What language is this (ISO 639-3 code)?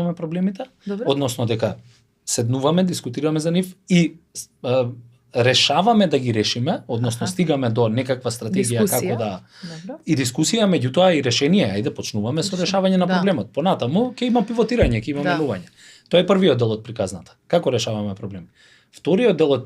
mkd